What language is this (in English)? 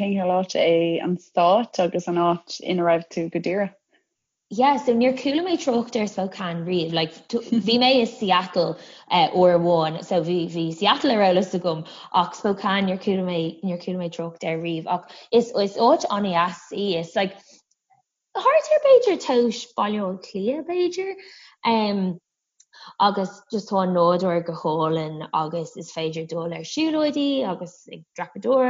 Irish